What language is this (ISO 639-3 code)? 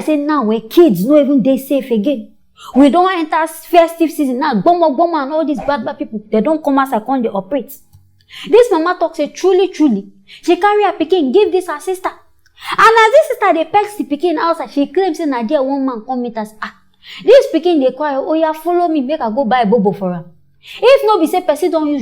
pcm